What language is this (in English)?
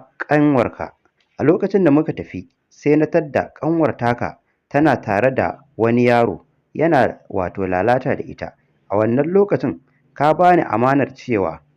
Hausa